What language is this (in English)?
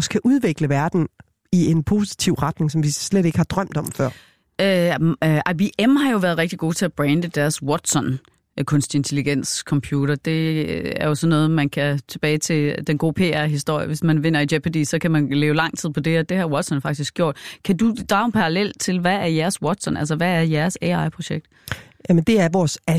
Danish